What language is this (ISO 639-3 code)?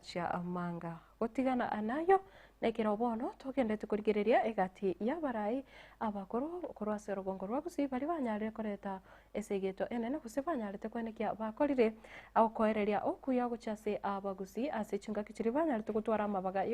guz